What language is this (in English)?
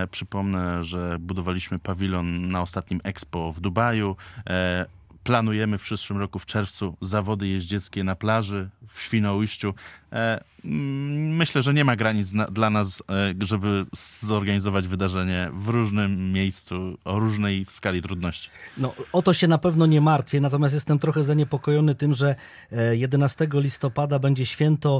Polish